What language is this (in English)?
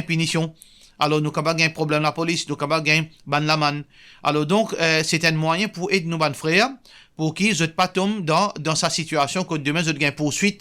Morisyen